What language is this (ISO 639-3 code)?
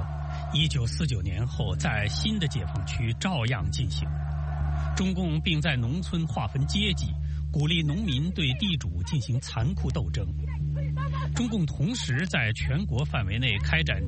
zho